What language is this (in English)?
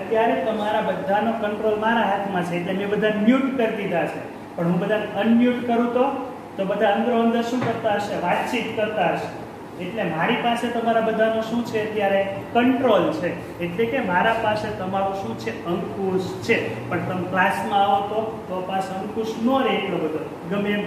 Gujarati